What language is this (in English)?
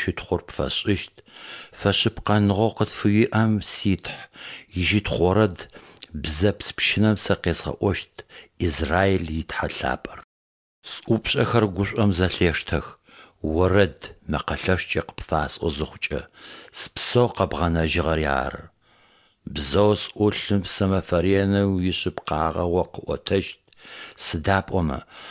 Adyghe